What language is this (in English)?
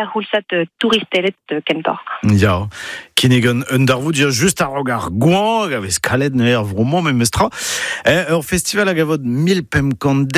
Breton